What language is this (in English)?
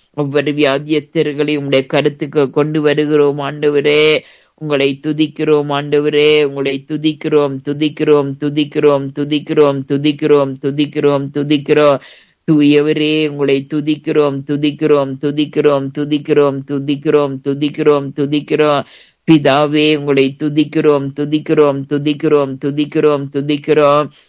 Tamil